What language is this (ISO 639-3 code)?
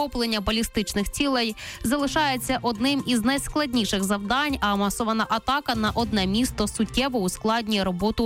ukr